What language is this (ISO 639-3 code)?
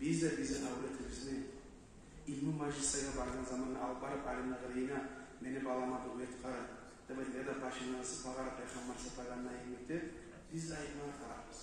kum